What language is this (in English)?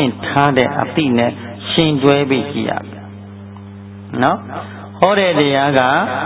Burmese